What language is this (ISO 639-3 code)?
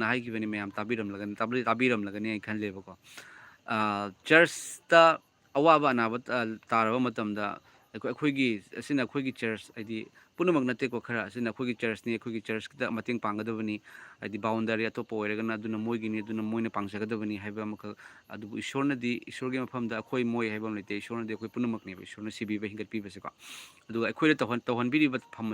mni